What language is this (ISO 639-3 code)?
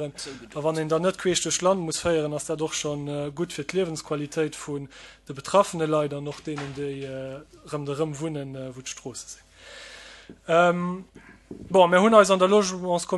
ltz